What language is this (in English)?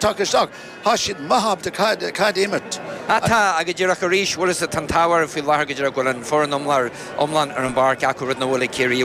Irish